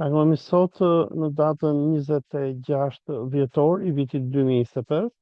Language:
Albanian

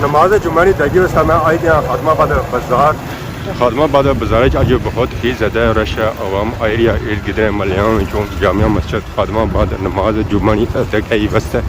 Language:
Pahari-Potwari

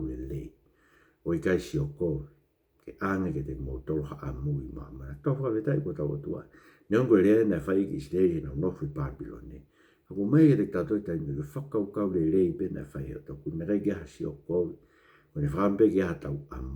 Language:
Tongan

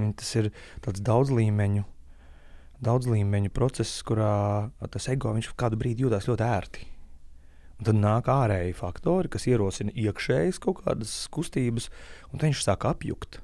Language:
Latvian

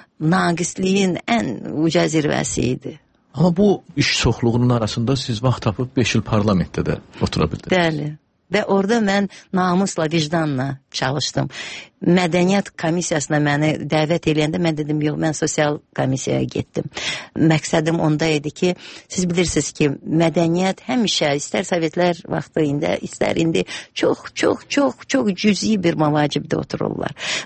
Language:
Azerbaijani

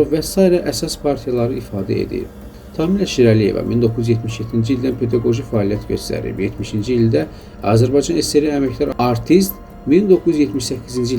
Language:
Azerbaijani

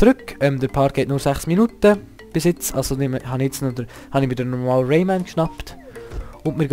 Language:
Swiss German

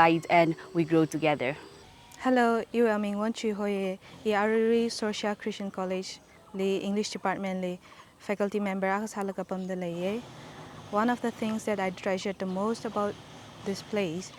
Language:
Tangkhul Naga (India)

